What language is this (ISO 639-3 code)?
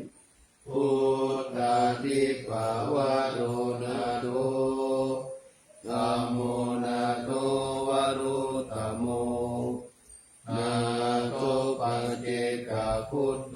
pli